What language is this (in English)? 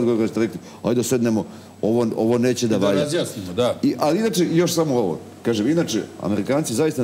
Serbian